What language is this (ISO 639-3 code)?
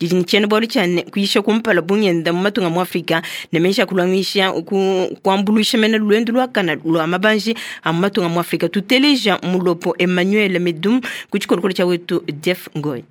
lua